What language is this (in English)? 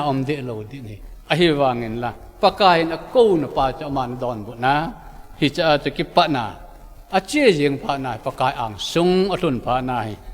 Thado Chin